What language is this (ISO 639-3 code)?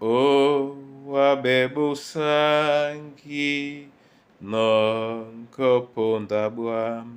dua